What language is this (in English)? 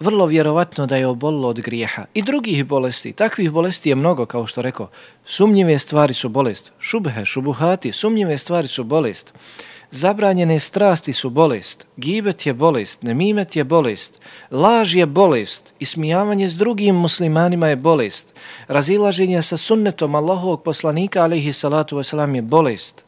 Bosnian